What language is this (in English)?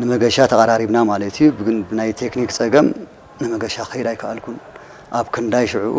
Tigrinya